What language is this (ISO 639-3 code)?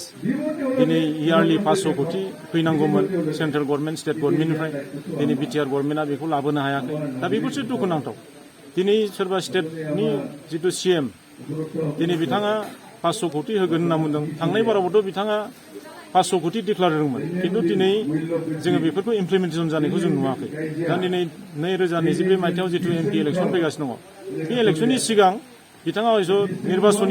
brx